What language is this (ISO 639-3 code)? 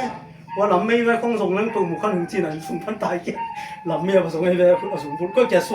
ctd